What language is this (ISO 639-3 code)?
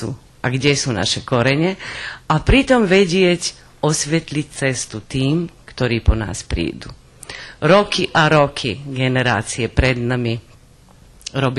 rue